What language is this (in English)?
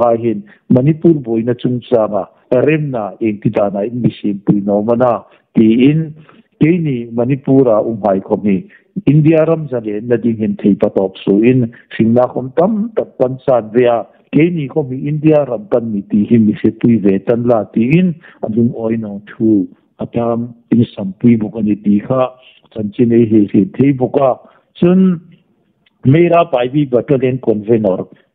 Hmar